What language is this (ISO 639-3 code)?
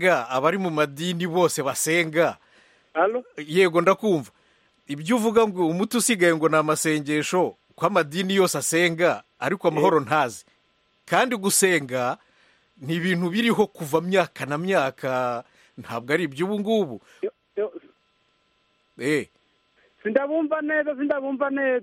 kin